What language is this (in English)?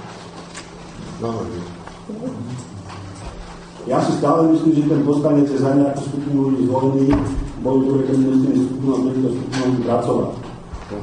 Slovak